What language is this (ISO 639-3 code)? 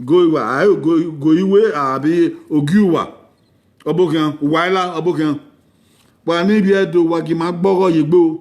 bin